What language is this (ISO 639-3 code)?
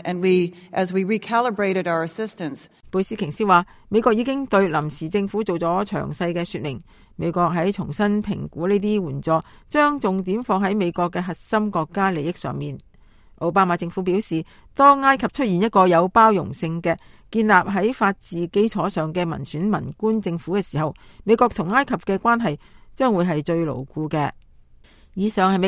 yue